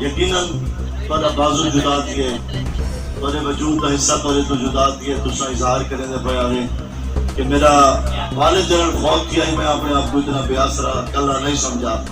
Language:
Saraiki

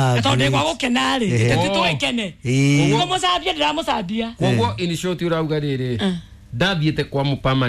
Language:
Kikuyu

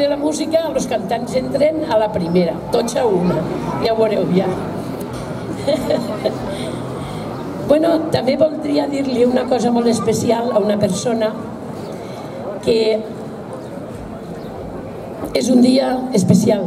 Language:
Catalan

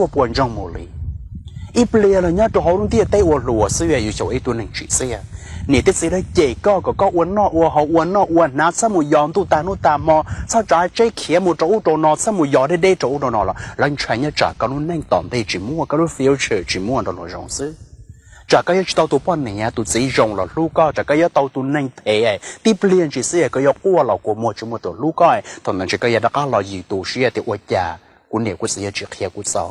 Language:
Hmong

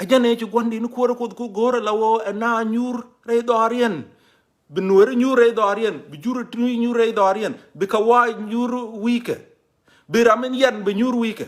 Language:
Nuer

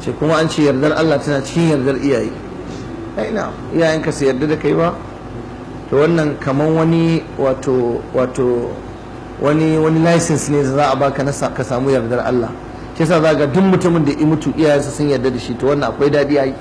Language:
Hausa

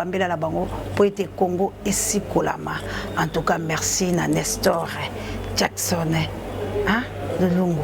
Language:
Lingala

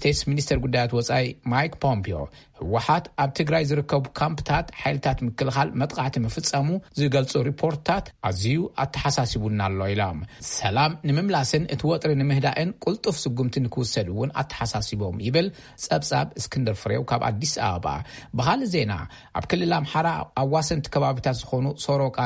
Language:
Tigrinya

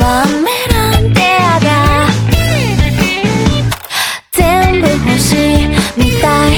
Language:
Japanese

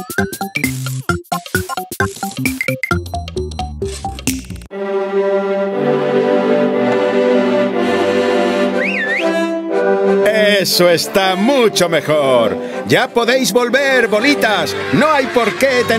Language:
Spanish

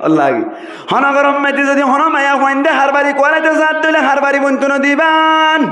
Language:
Rohingya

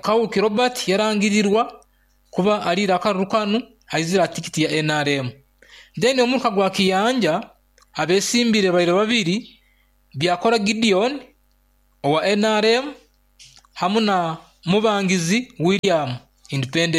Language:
Nyoro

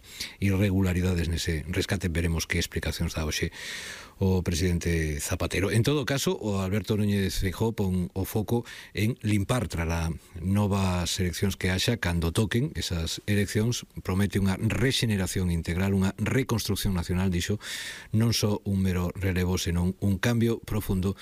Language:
Galician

